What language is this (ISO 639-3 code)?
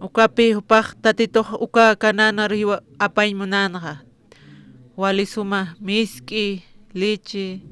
aym